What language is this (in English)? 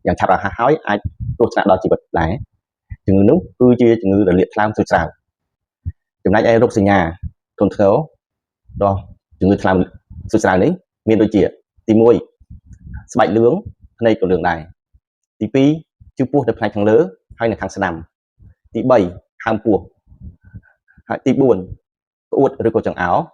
Khmer